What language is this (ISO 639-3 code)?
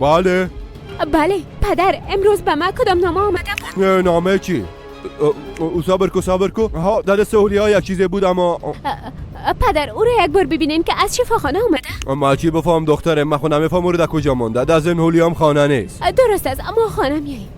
fas